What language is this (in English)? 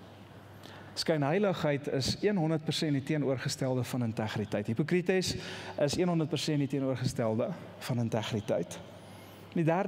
Afrikaans